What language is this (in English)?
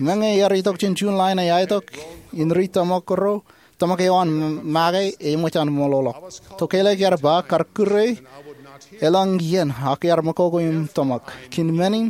Marshallese